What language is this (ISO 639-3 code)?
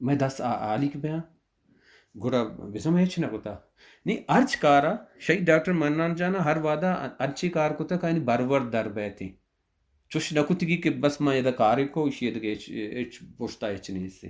bal